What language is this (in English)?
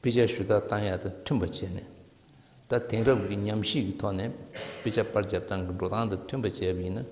Tibetan